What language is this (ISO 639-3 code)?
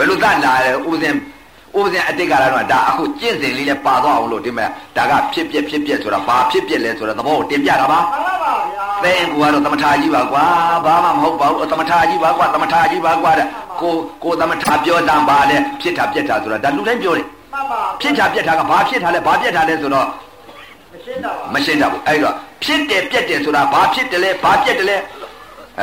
mya